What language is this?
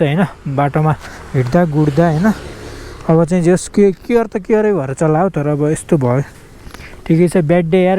Nepali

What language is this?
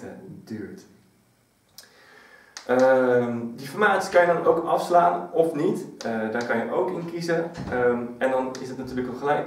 Dutch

